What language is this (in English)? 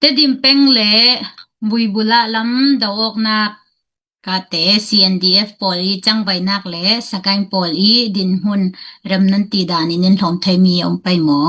Falam Chin